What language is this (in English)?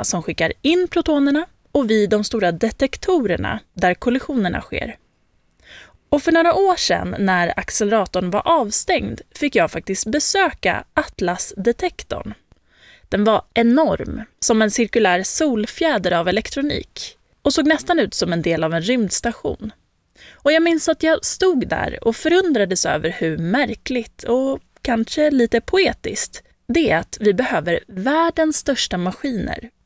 Swedish